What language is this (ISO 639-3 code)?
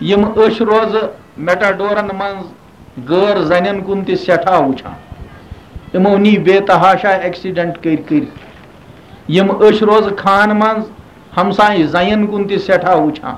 kas